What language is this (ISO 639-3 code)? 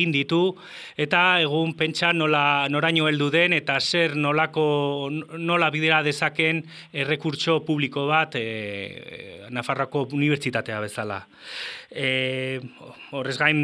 eus